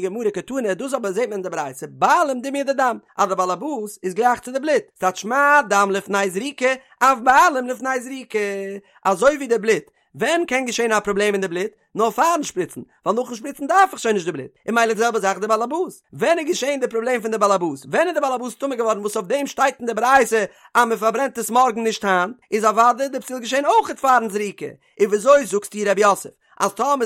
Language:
Yiddish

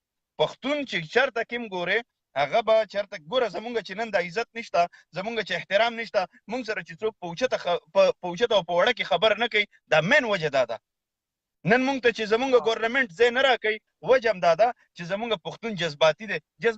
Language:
Pashto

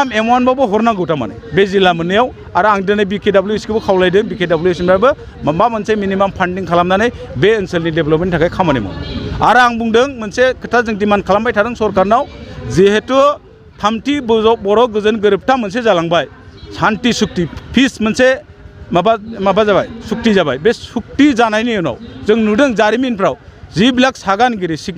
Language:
Bodo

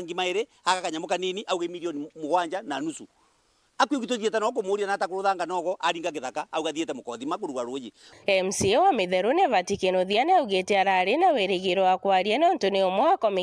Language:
Meru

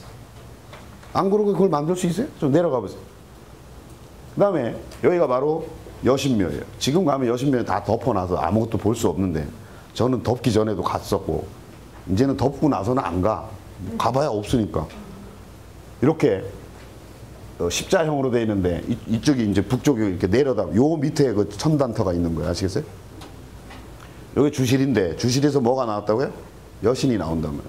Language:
Korean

